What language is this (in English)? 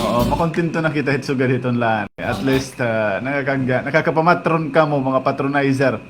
Waray